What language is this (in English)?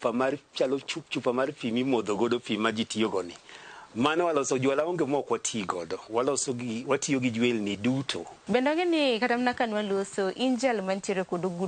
Luo (Kenya and Tanzania)